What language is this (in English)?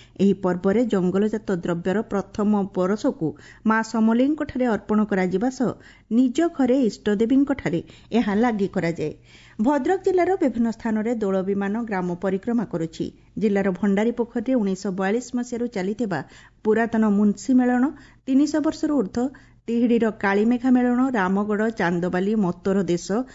Odia